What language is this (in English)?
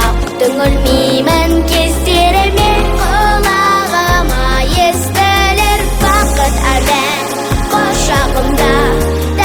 Kazakh